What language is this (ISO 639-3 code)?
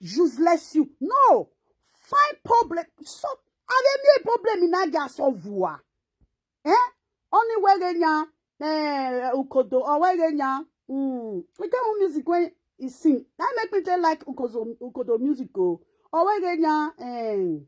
pcm